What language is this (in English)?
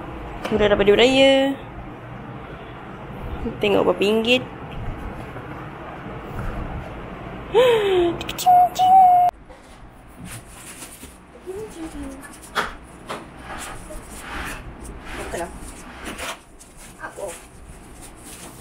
Malay